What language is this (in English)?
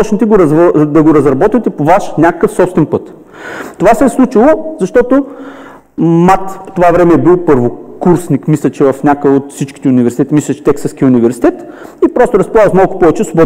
Bulgarian